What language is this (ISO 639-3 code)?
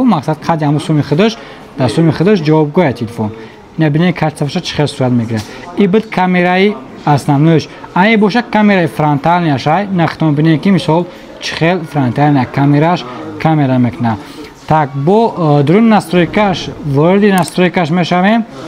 tgk